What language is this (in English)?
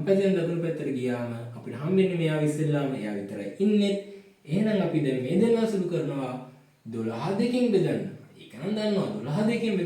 Sinhala